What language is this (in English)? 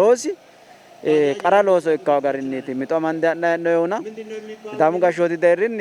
Sidamo